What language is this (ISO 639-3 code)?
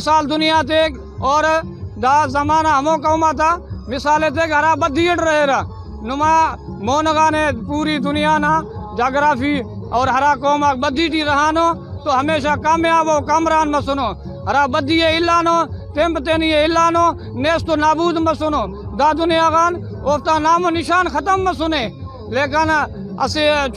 brh